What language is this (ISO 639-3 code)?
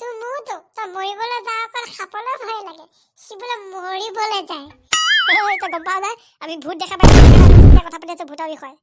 asm